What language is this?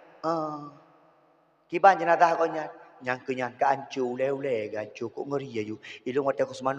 Achinese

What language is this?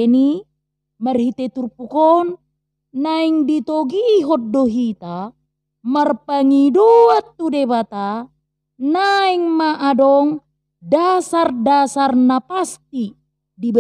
Batak Toba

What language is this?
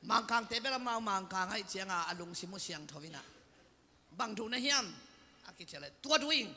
Tedim Chin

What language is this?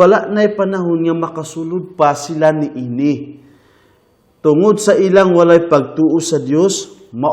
Cebuano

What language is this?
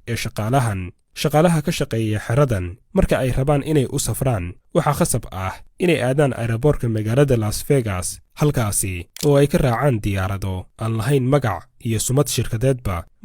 Somali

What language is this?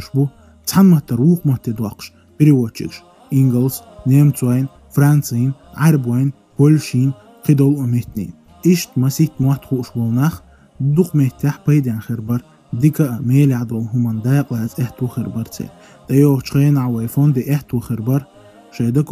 Chechen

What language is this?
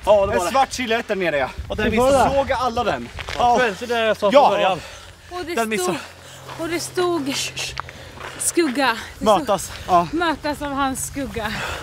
Swedish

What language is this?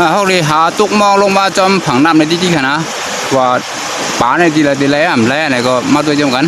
Shan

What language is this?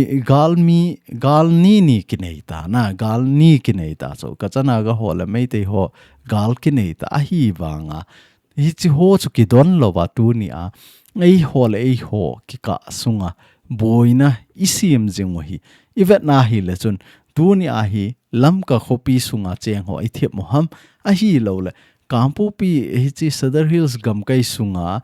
Thado Chin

